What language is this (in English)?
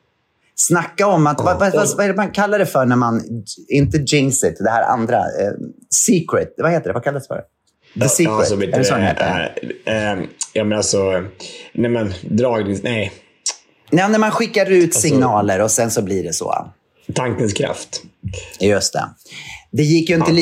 Swedish